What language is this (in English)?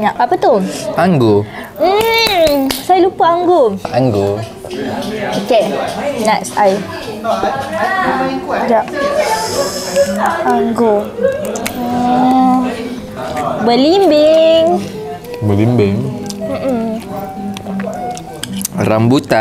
Malay